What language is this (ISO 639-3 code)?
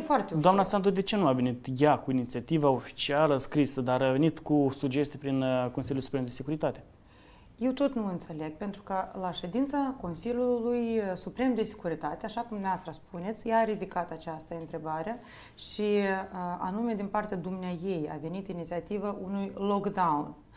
ron